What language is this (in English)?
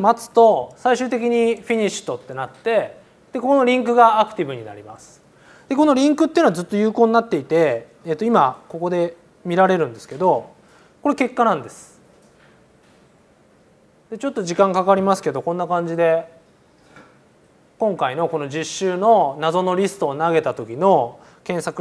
Japanese